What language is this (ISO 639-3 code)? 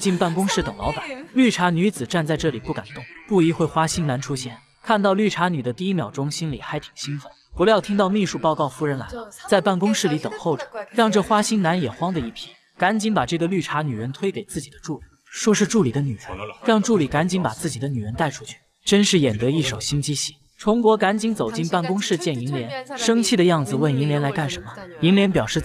zho